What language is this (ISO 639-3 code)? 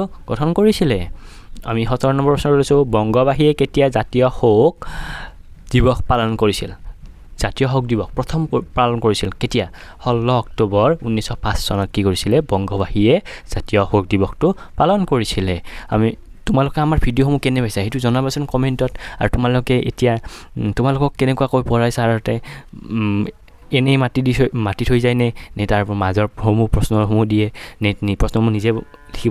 asm